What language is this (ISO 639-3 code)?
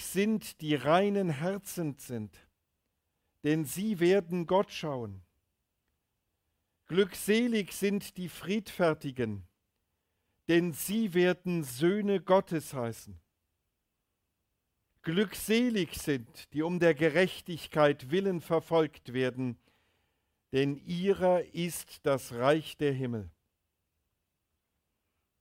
deu